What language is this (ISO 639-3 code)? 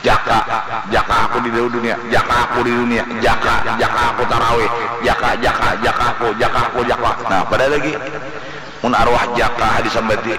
bjn